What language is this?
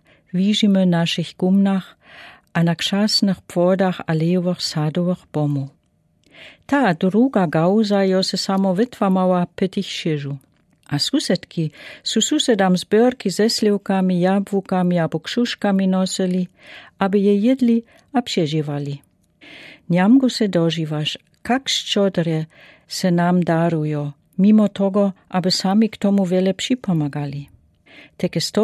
Lower Sorbian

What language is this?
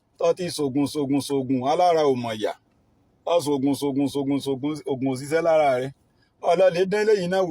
Yoruba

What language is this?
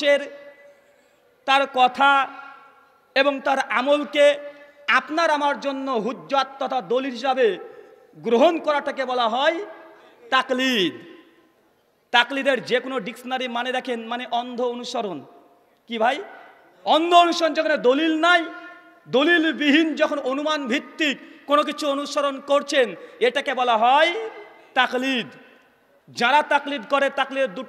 Bangla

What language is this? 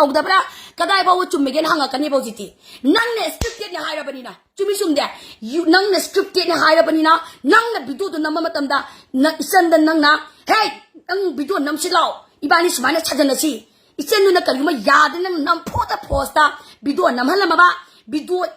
Manipuri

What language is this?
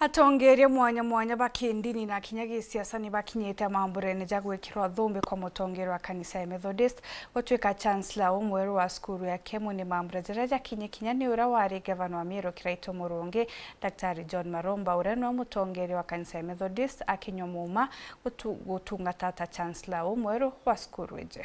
Meru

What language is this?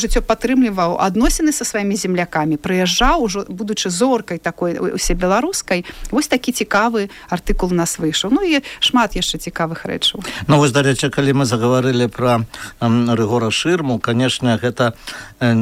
Belarusian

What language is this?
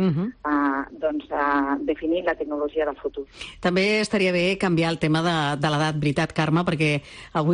Catalan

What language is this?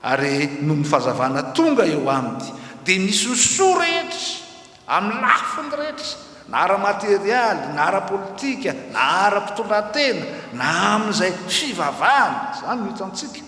Malagasy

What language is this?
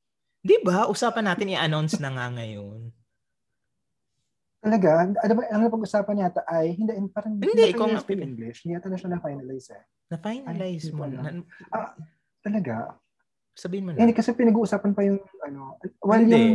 Filipino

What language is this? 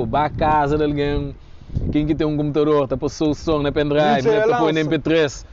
Kabuverdianu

